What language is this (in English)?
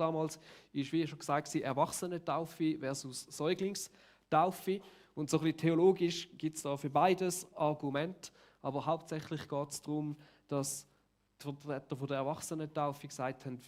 Swiss German